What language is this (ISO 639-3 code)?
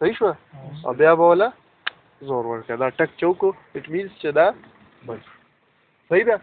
pus